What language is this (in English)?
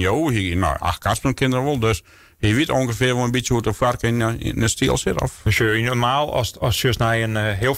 Western Frisian